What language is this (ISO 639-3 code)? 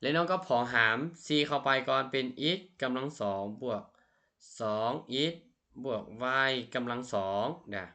lao